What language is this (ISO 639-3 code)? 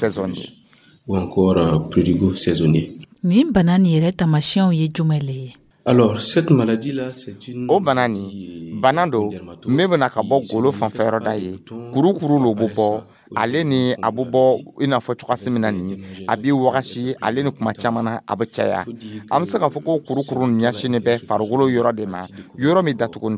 dyu